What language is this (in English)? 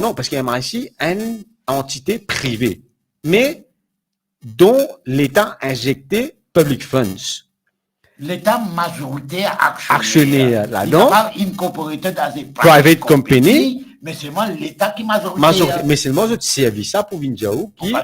Morisyen